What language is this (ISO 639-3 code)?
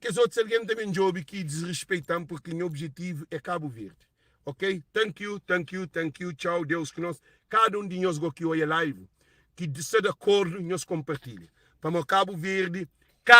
kea